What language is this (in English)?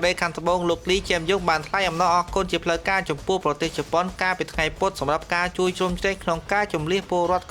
Khmer